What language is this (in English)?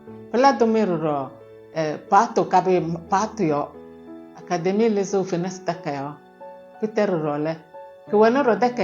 Kabiyè